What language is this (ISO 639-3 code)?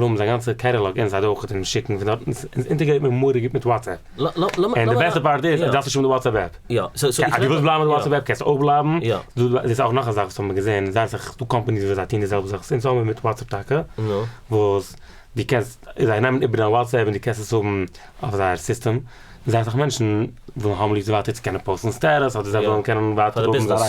yid